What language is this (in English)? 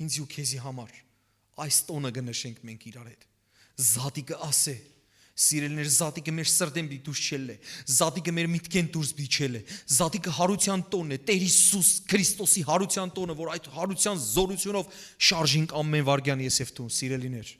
Western Armenian